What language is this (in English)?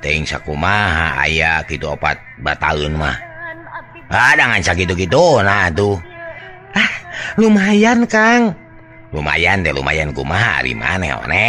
Sundanese